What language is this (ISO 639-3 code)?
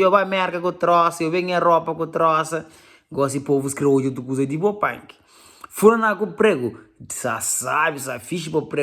kea